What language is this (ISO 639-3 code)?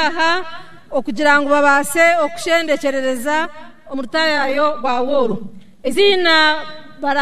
nyn